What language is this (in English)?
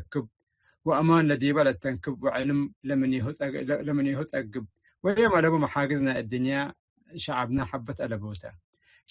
Tigre